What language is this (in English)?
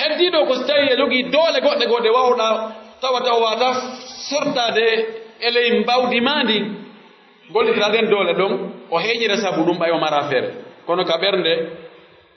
Pular